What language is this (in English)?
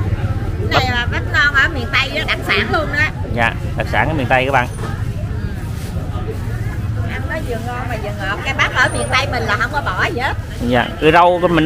Vietnamese